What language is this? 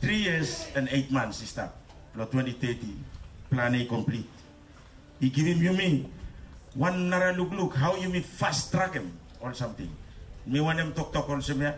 Bislama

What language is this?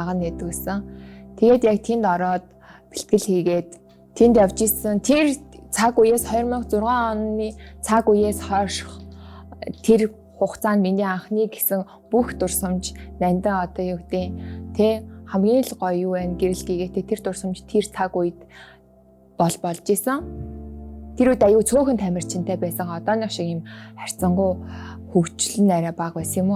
Mongolian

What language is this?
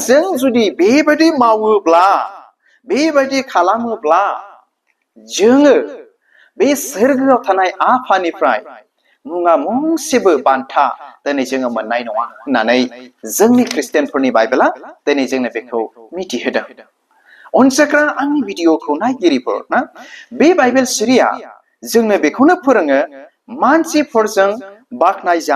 Bodo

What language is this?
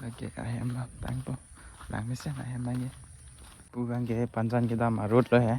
Karbi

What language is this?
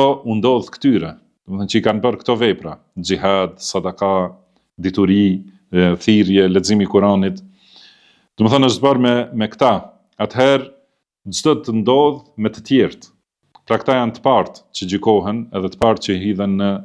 Albanian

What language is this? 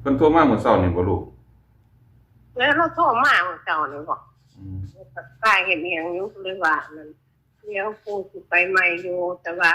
Northeastern Thai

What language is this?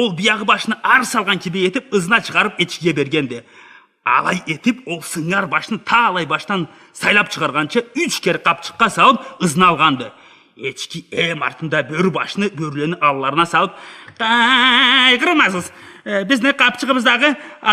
Karachay-Balkar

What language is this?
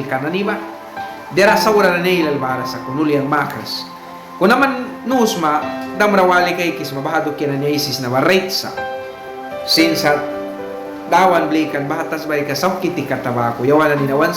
Mískito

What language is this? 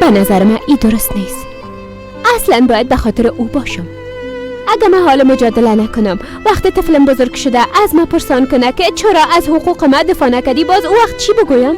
Persian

